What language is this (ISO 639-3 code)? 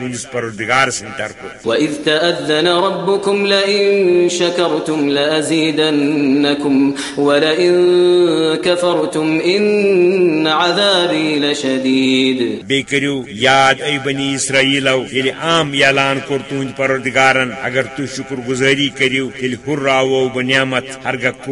kas